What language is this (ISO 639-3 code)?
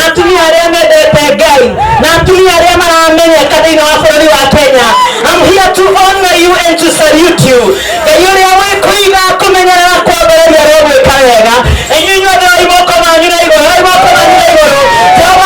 kik